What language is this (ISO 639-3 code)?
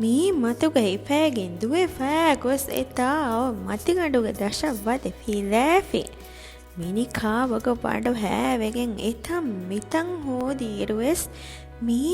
div